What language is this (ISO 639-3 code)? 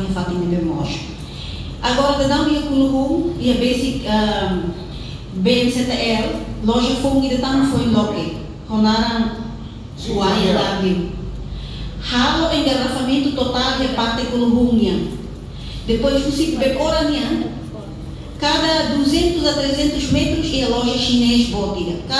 tet